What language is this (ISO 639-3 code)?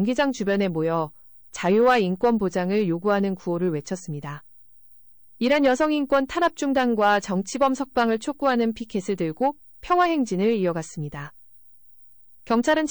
kor